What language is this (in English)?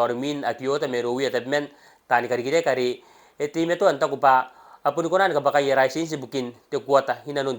Gilbertese